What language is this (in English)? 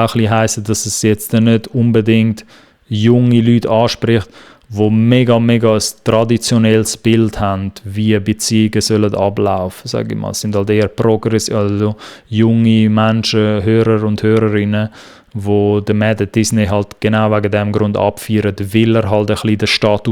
Swiss German